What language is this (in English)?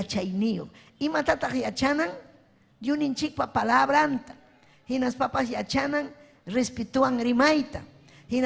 Ayacucho Quechua